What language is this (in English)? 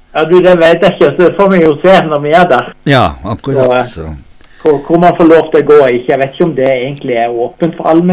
Norwegian